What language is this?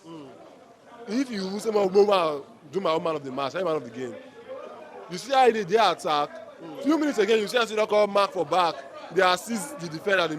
Nigerian Pidgin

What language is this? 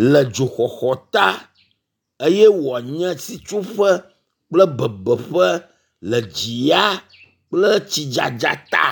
Ewe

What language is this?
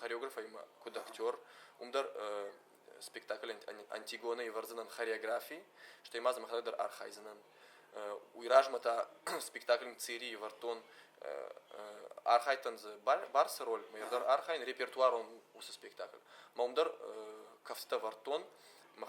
Ossetic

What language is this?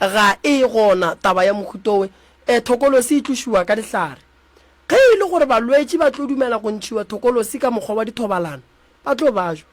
Northern Sotho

